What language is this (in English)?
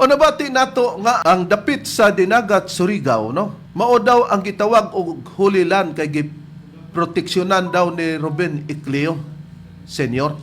Cebuano